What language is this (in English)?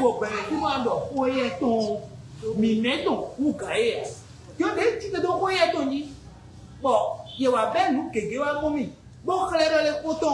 Fon